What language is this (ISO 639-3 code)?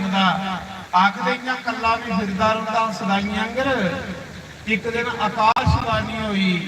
doi